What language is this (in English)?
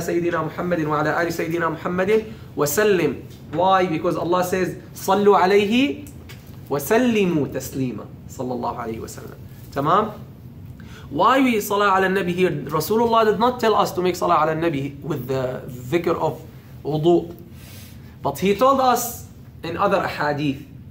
English